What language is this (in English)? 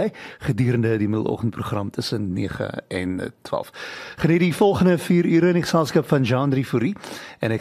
Afrikaans